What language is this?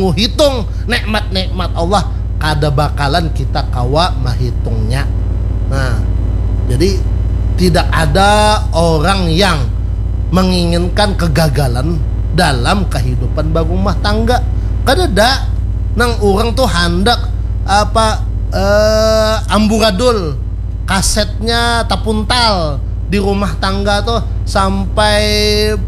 Banjar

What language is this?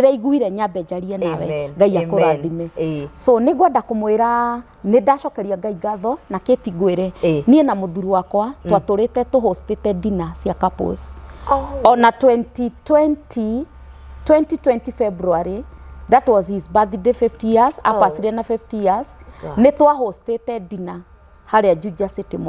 Kikuyu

